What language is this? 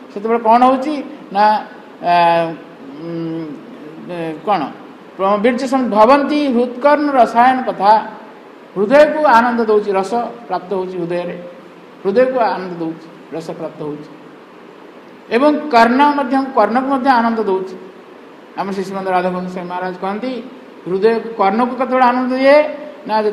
Odia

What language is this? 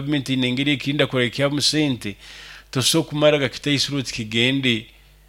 Nyoro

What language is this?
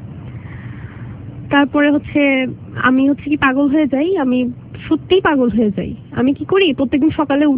Bangla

